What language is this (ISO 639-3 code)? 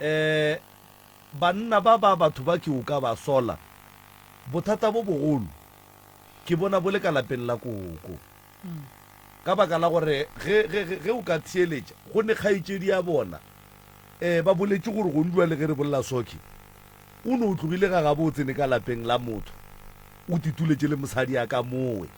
nso